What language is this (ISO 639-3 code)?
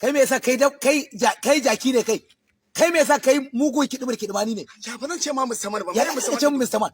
hau